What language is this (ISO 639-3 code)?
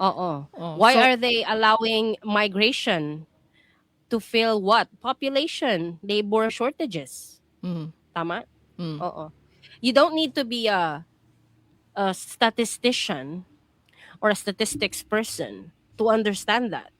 ceb